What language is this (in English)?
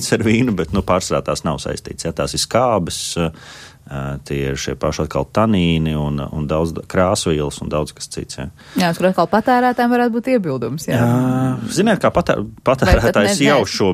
Latvian